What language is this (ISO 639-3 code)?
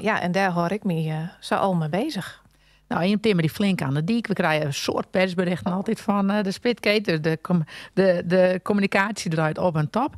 fry